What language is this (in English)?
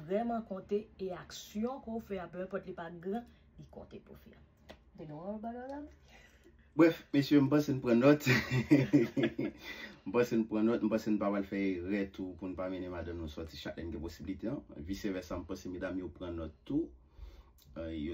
Haitian Creole